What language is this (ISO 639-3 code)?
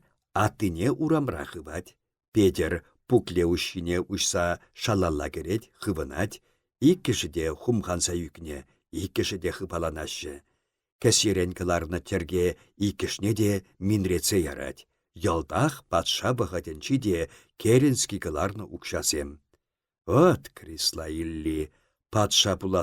chv